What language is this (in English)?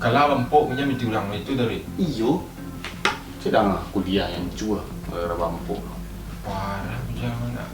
Minangkabau